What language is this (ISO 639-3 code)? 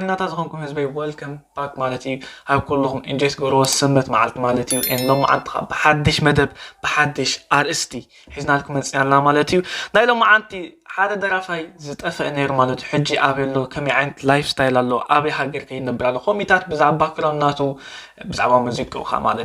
tir